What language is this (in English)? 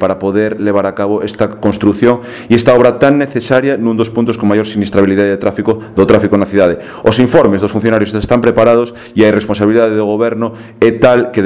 Galician